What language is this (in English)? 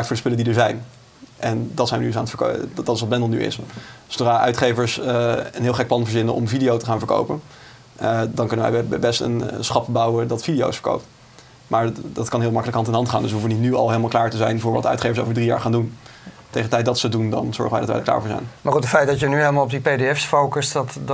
Dutch